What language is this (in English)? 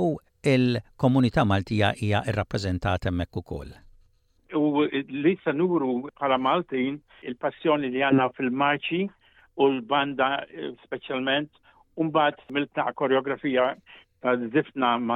Maltese